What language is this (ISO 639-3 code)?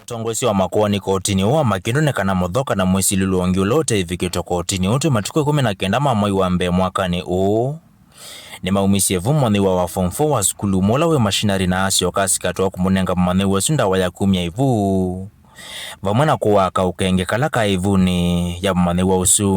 kam